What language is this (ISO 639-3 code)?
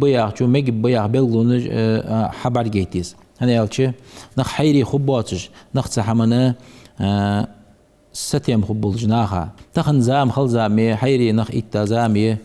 inh